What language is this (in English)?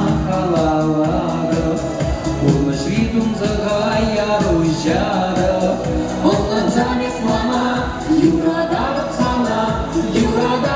Chuvash